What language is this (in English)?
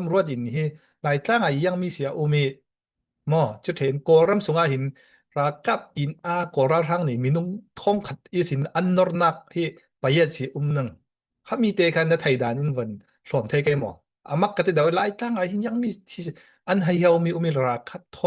Falam Chin